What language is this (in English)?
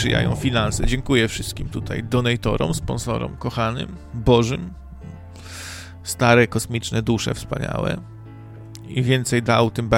Polish